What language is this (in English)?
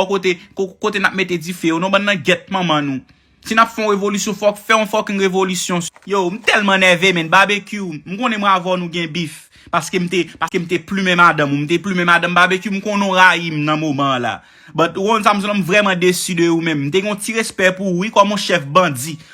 Haitian Creole